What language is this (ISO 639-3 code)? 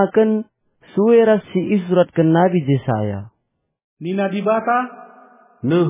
btx